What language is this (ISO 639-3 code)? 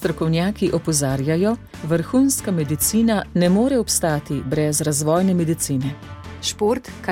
slv